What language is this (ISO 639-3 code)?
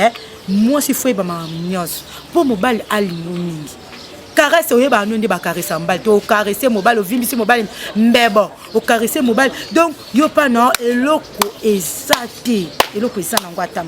lin